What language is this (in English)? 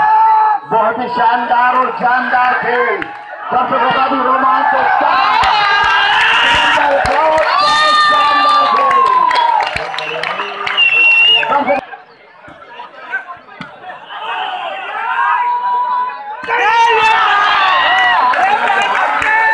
Hindi